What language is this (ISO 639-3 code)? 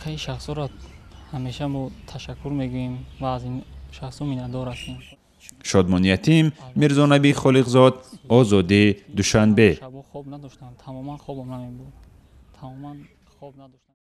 tgk